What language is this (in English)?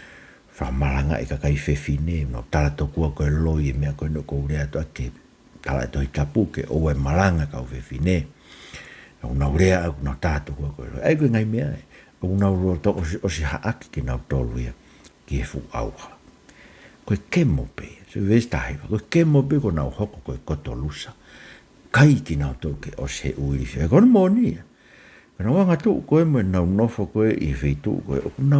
Tongan